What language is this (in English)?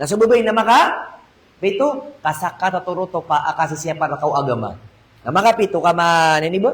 Maranao